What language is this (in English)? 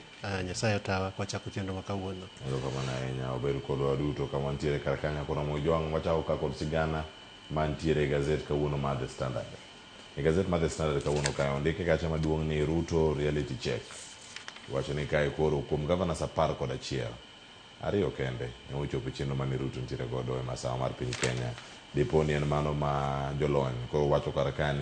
Luo (Kenya and Tanzania)